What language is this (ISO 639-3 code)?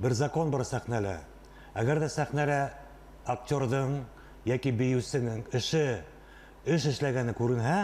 bak